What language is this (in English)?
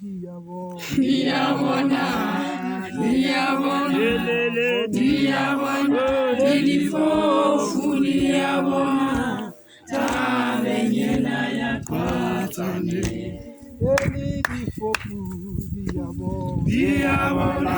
Southern Sotho